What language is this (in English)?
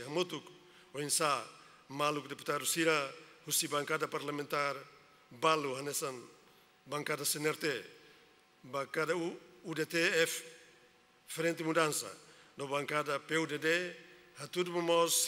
Tetum